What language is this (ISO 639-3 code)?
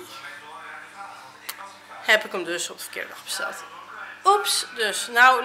nld